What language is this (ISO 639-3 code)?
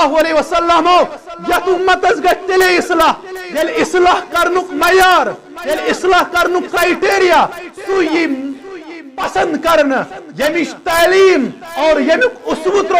kas